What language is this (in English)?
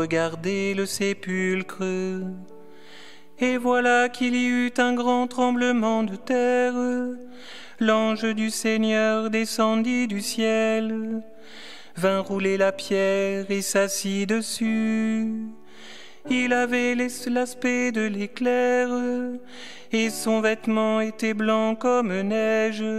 French